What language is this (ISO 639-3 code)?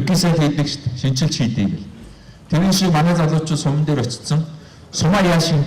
mon